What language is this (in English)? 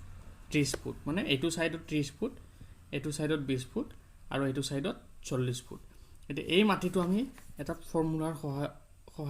Assamese